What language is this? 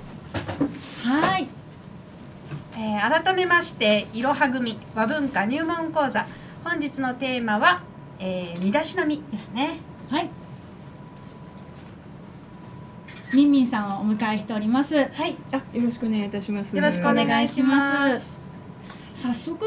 Japanese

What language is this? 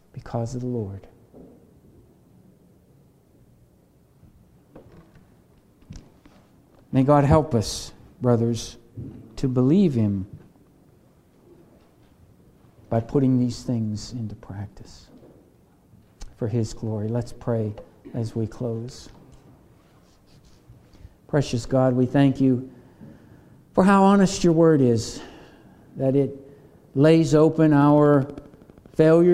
English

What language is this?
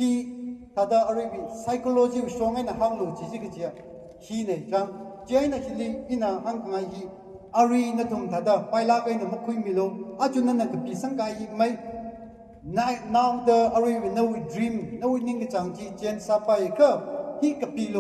Tangkhul Naga (India)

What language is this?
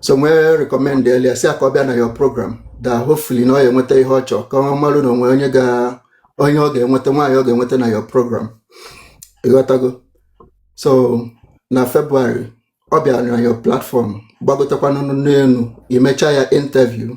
Igbo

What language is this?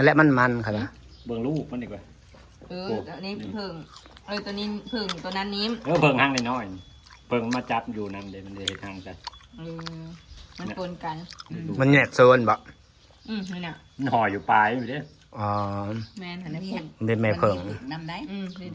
Northeastern Thai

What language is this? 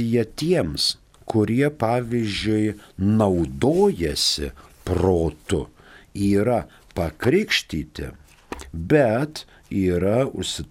Lithuanian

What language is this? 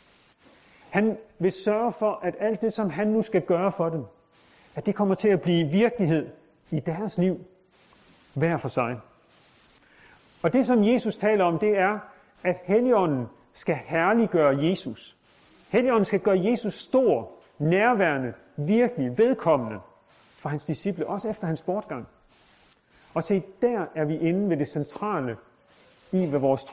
Danish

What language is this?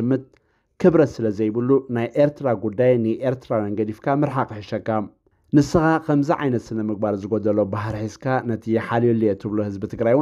Tigrinya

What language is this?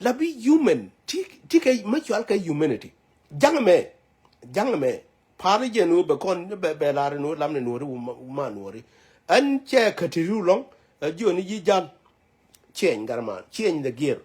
Nuer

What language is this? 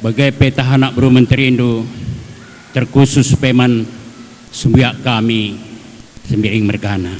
Batak Karo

